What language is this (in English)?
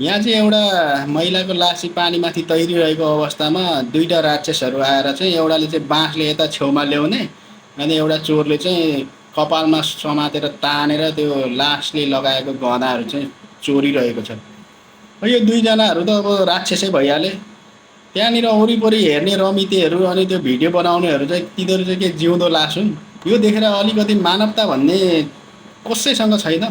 Nepali